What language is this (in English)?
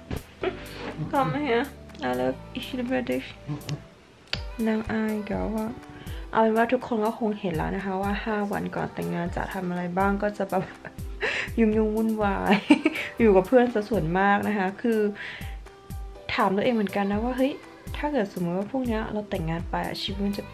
Thai